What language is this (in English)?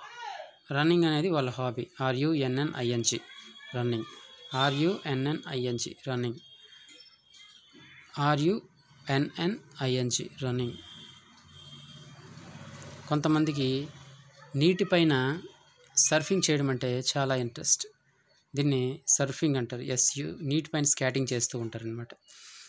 Telugu